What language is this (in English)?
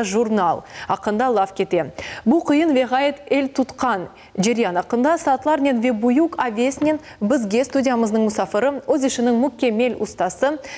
Crimean Tatar